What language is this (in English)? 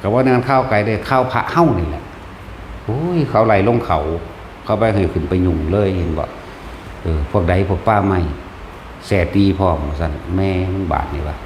Northeastern Thai